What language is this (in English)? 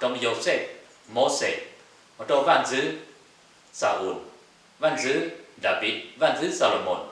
Hmong